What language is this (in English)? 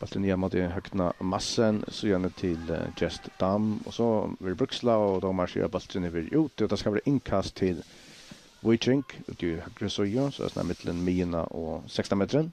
Faroese